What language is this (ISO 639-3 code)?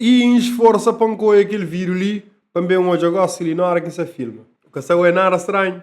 kea